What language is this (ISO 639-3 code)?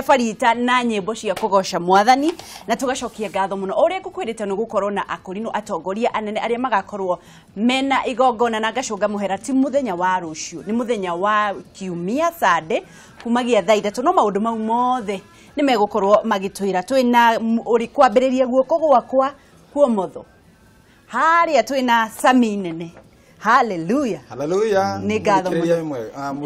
kik